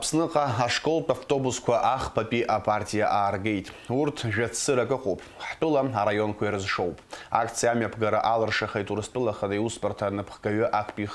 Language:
Abkhazian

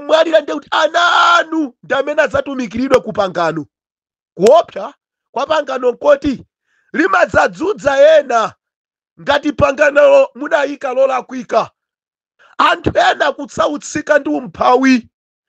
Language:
Nyanja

